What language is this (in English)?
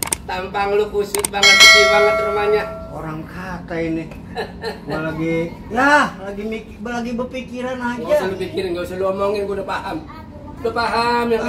Betawi